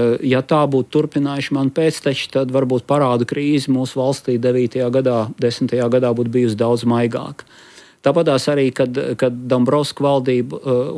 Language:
Latvian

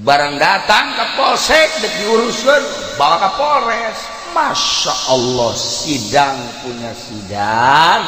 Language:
Sundanese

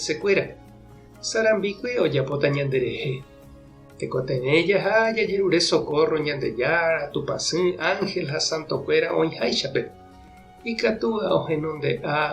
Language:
Guarani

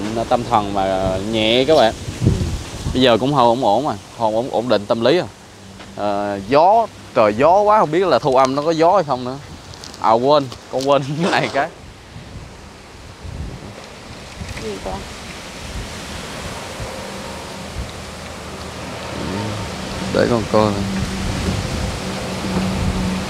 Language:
Vietnamese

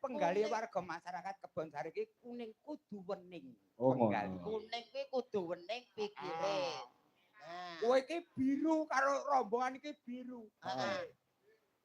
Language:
Javanese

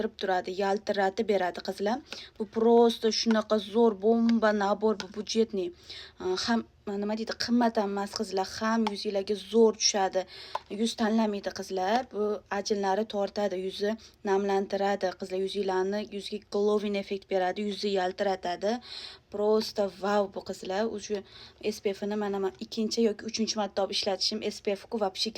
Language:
Uzbek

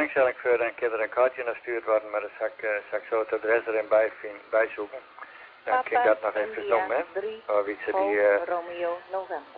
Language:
Dutch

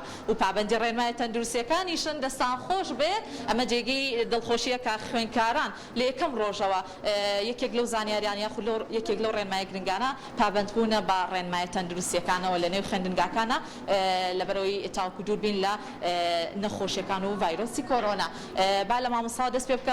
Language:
Central Kurdish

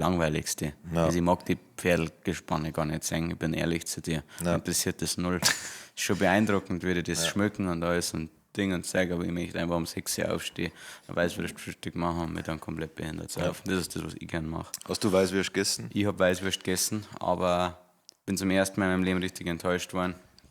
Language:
Bavarian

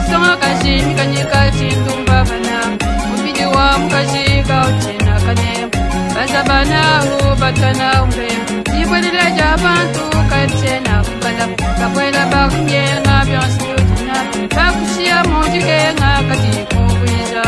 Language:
Luba-Lulua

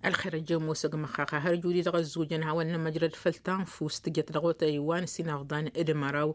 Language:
Tamasheq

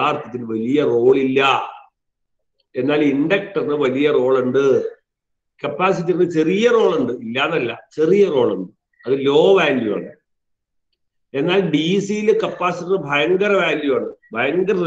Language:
Malayalam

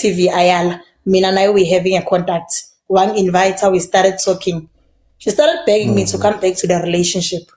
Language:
Zulu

